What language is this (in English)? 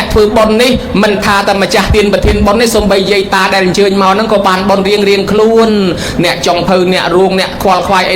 Khmer